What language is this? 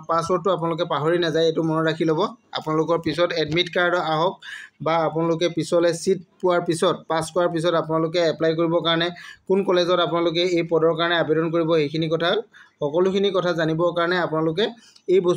Assamese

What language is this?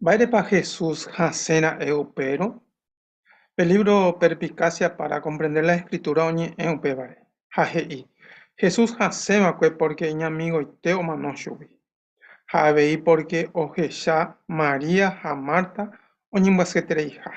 Guarani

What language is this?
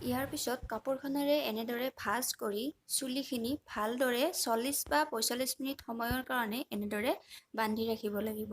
Assamese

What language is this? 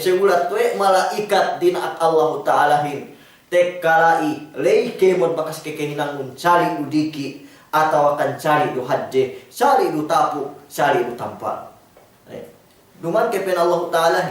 Yakan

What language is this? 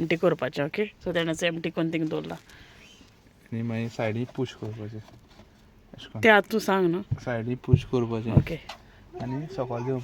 Konkani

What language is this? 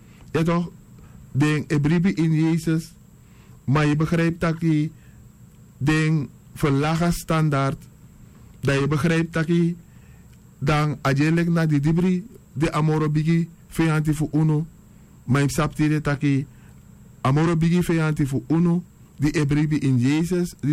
Sranan Tongo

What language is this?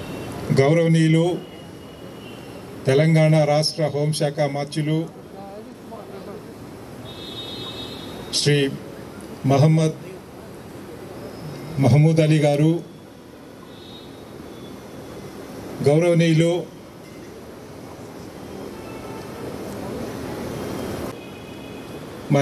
Telugu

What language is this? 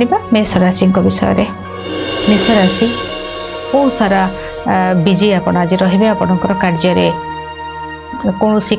Odia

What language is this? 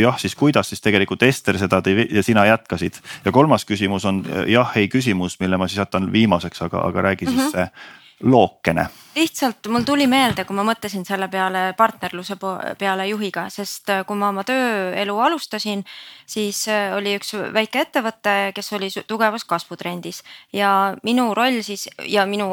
Estonian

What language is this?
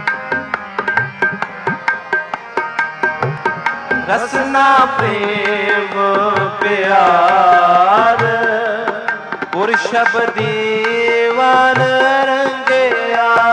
Punjabi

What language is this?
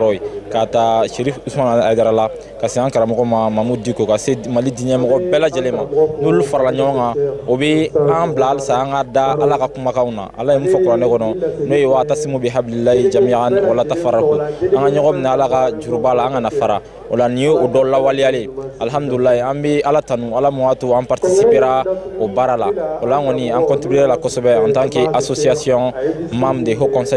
Bambara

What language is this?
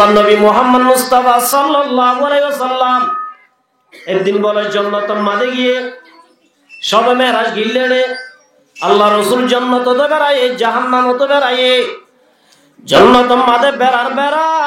Rohingya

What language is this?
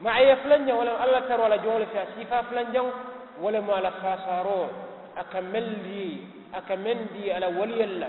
Mandingo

